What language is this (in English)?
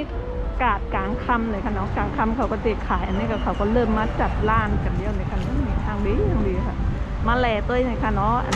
Shan